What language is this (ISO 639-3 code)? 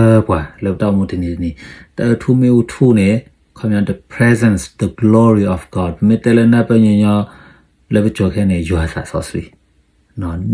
ksw